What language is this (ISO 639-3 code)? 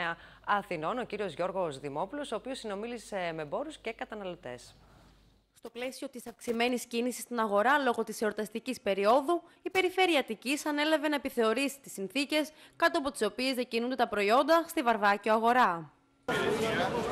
ell